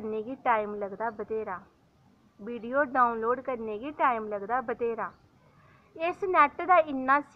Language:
Dogri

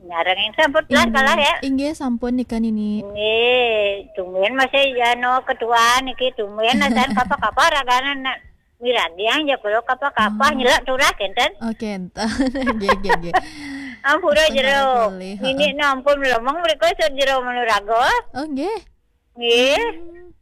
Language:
Balinese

